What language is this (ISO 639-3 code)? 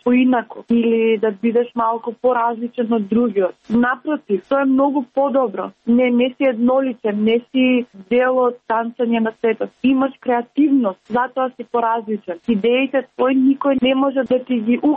mkd